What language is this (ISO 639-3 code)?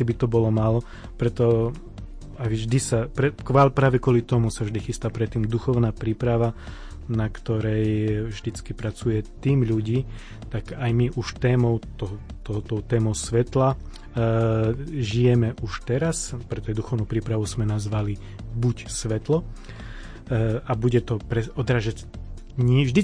slk